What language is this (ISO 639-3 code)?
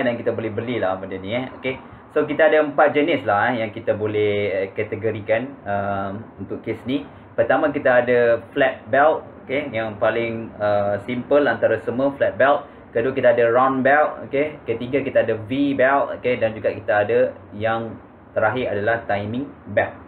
msa